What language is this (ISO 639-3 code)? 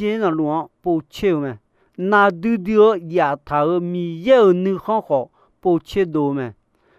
ahk